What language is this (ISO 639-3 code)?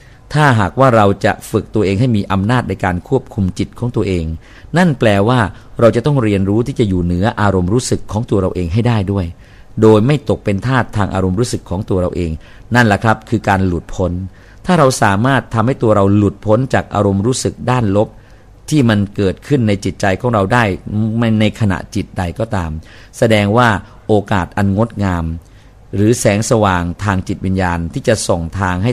tha